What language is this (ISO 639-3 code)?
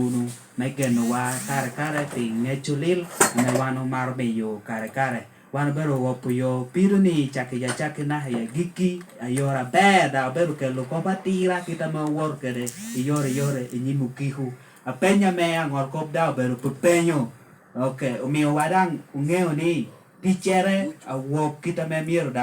laj